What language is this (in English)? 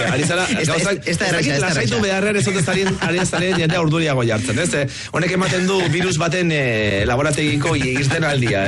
Basque